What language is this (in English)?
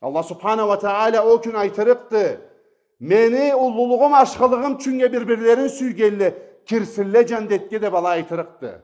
Karachay-Balkar